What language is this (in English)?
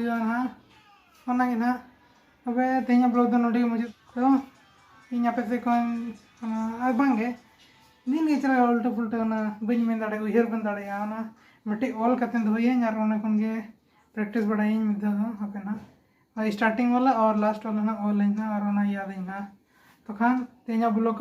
Santali